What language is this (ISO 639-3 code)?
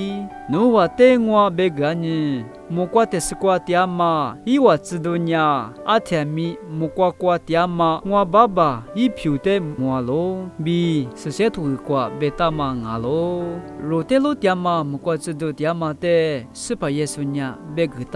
lis